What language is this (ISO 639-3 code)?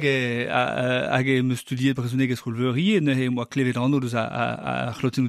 bre